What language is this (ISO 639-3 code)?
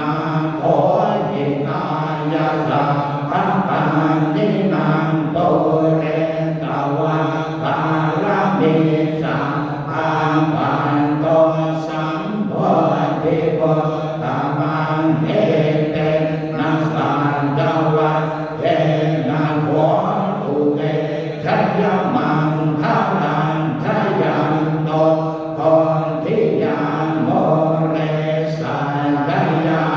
pli